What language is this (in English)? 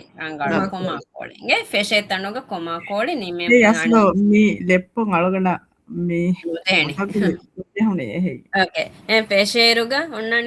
Divehi